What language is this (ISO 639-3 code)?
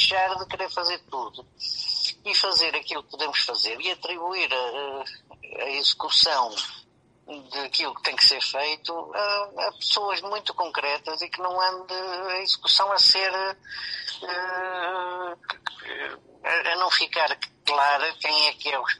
por